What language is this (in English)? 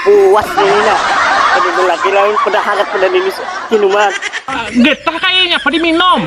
Banjar